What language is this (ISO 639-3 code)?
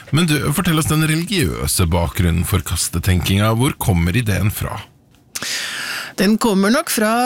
nor